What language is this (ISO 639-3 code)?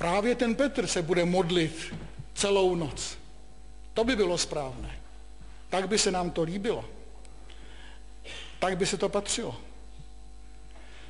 ces